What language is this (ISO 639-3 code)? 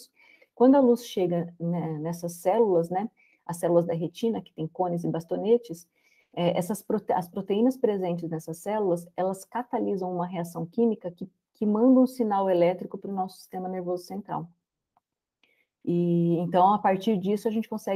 por